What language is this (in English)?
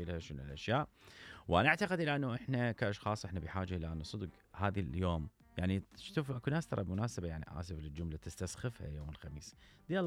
Mesopotamian Arabic